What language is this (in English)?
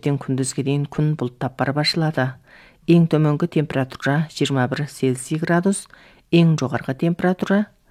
Kazakh